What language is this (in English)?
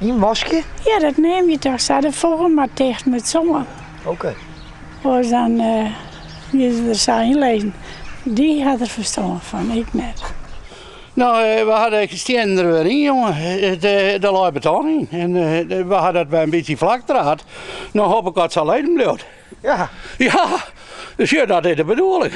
Western Frisian